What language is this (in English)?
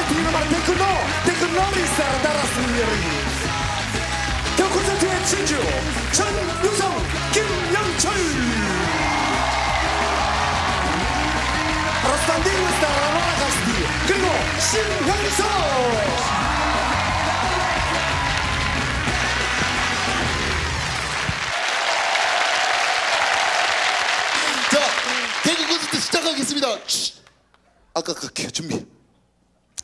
Korean